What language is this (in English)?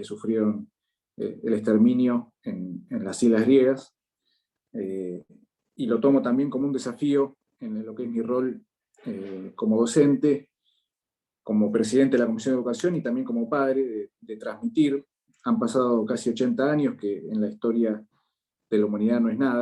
Ladino